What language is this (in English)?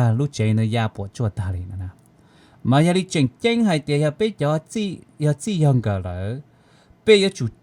Hmong